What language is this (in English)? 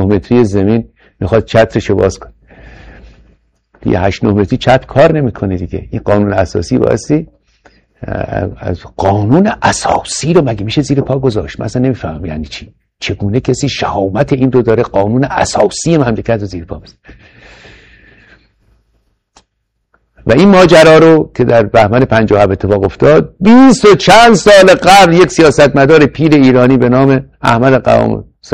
Persian